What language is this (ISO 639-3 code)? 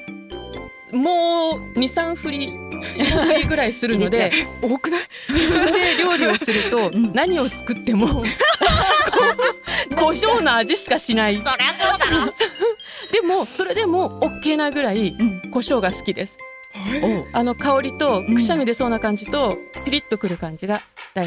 jpn